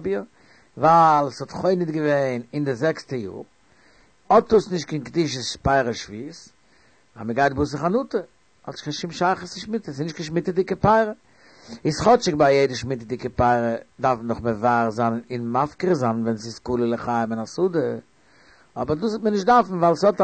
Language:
Yiddish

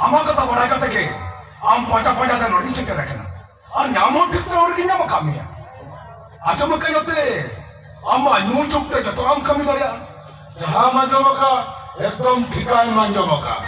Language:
Santali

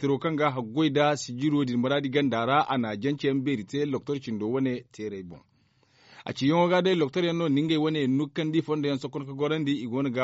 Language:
Zarma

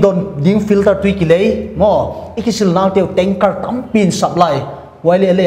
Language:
Paite Chin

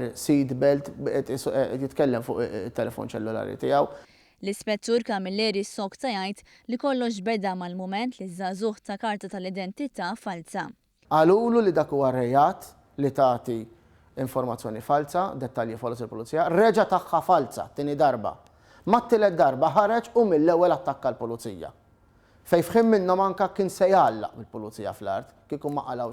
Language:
Maltese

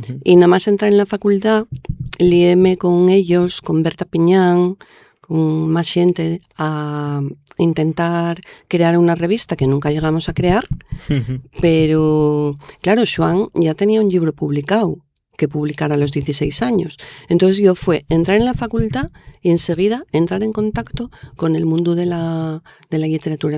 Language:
Asturian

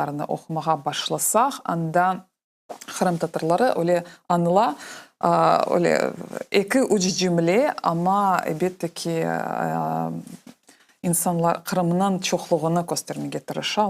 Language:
Crimean Tatar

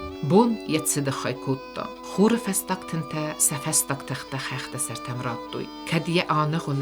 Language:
Ossetic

